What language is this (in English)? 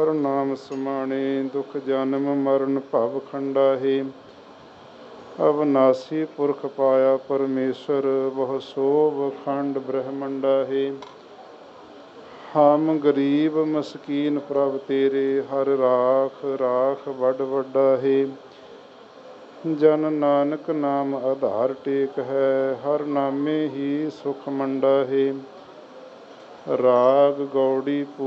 Punjabi